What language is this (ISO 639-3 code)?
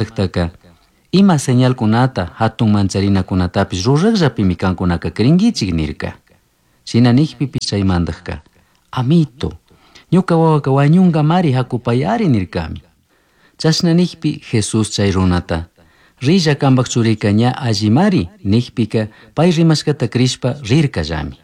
qug